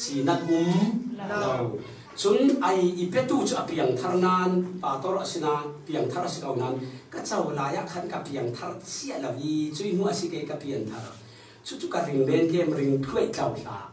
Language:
Falam Chin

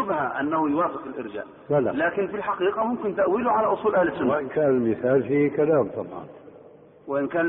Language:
Arabic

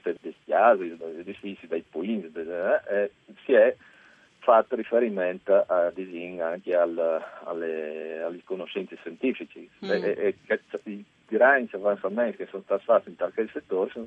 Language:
Friulian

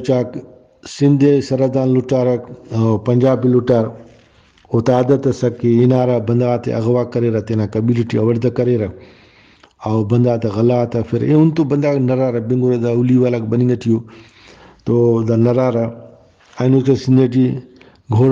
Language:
Brahui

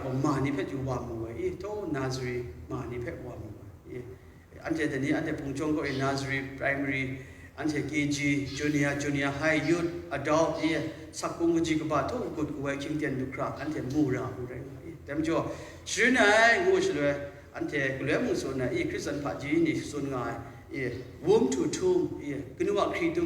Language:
Kachin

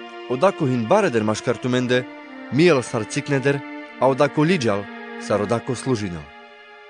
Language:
Carpathian Romani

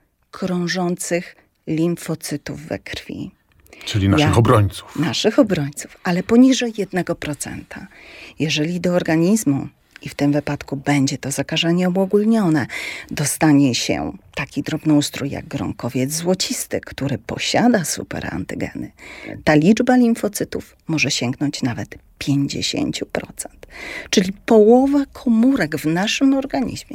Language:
Polish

